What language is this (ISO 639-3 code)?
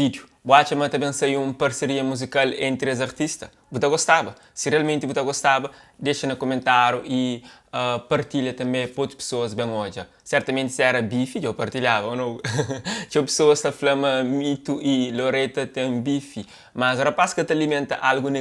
kea